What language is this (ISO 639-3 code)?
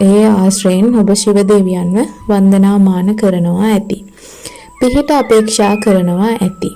sin